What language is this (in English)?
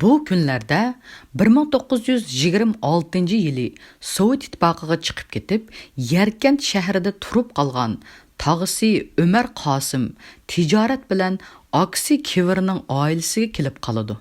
Uyghur